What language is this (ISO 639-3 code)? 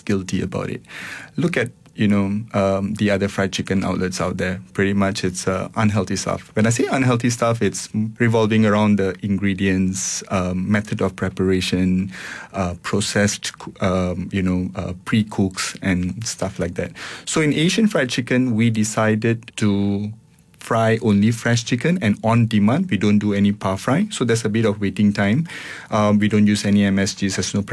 eng